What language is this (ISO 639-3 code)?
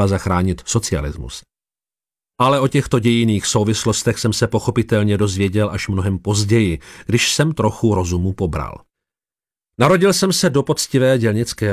ces